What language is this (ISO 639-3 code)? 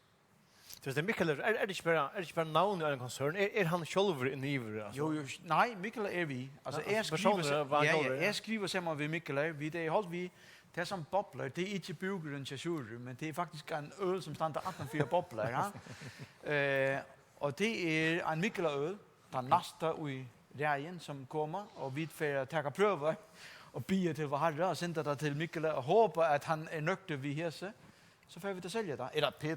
fao